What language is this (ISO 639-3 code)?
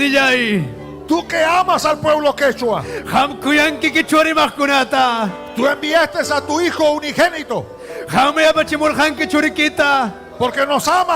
quy